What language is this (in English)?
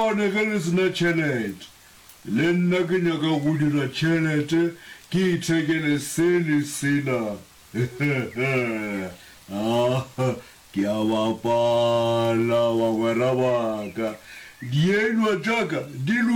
Northern Sotho